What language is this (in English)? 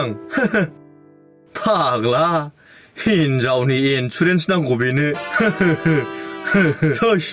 Bodo